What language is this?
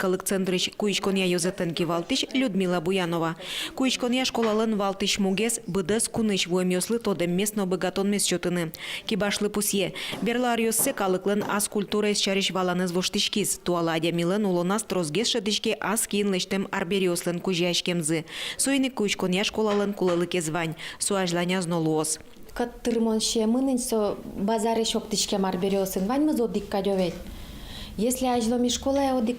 Udmurt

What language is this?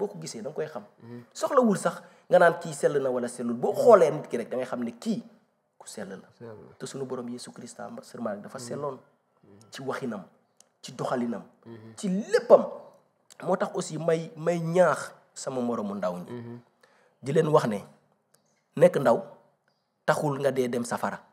Wolof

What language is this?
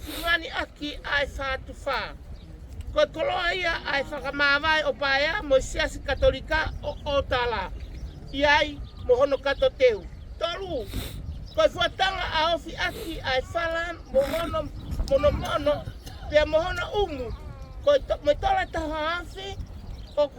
Tongan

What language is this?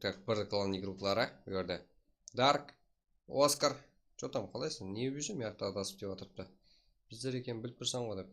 Kara-Kalpak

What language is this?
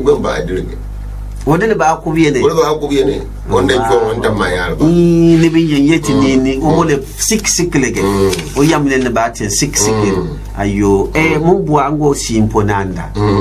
Gourmanchéma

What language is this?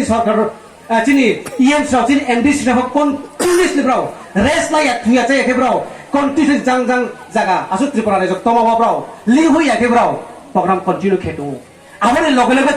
Riang (India)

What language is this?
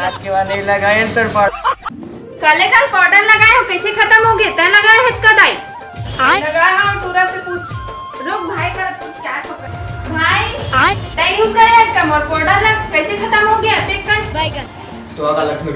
Chhattisgarhi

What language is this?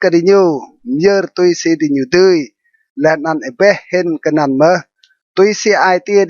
Rade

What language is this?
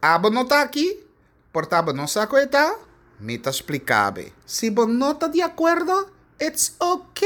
Papiamento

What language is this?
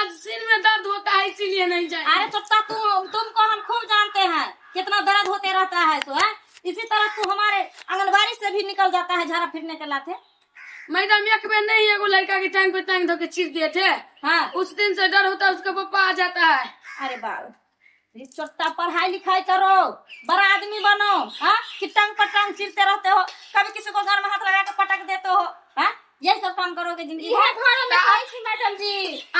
Maithili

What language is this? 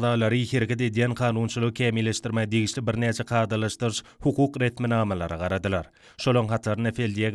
Turkmen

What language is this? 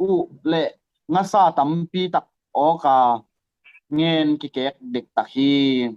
Tedim Chin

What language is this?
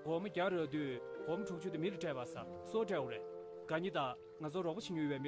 Tibetan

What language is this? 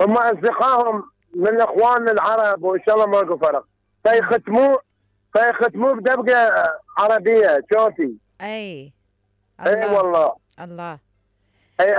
Mesopotamian Arabic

